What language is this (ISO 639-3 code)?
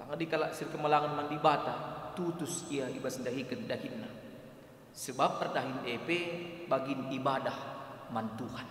btx